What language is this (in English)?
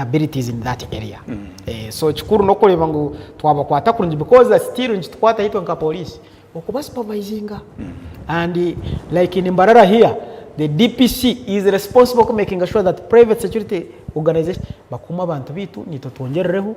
Nyankole